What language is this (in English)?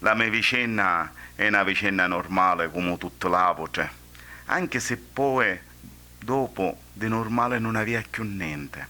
Sicilian